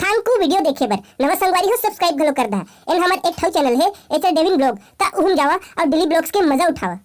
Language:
Chhattisgarhi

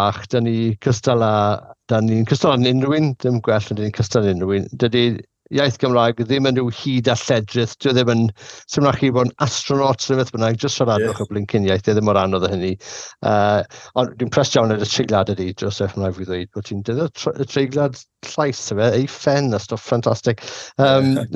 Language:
Welsh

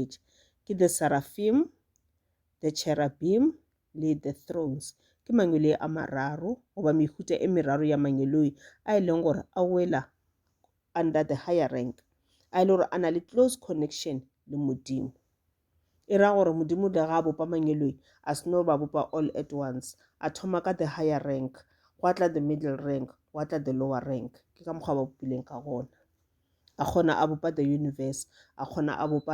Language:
Northern Sotho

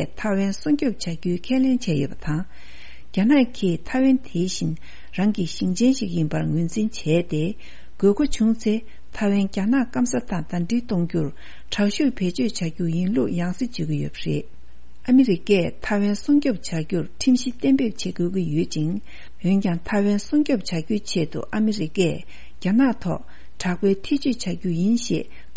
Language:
Tibetan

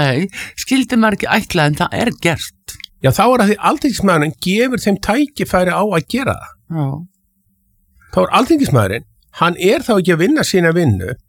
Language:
Icelandic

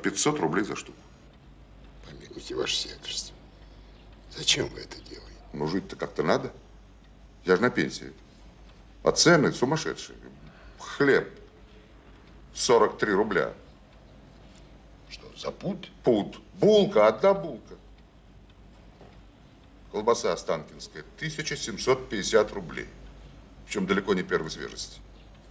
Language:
Russian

